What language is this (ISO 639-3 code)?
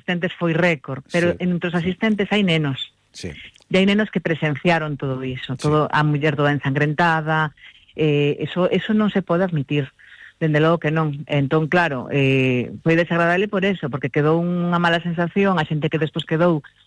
glg